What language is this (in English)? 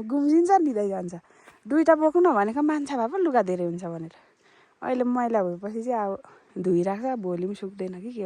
Nepali